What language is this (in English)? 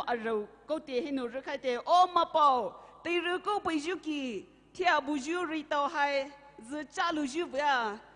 Poumei Naga